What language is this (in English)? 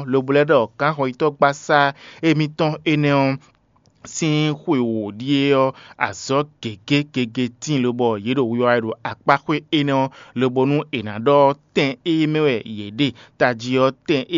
Fon